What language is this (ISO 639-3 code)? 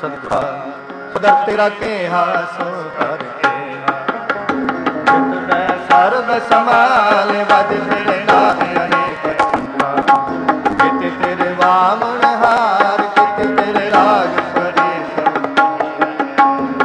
pan